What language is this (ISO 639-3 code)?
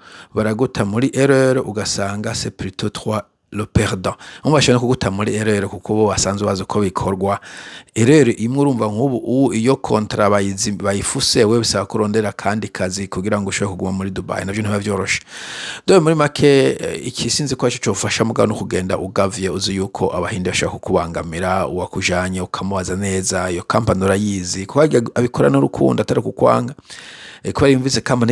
run